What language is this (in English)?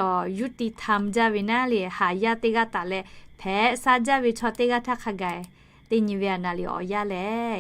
Lahu